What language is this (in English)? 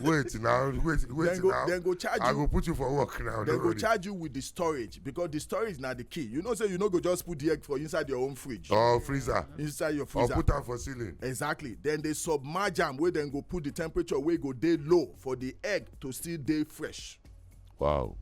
Nigerian Pidgin